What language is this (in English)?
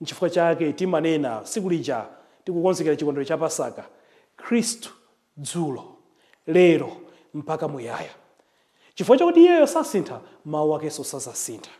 Nyanja